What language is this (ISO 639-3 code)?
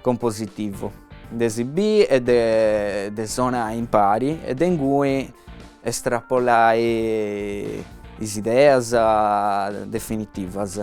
srd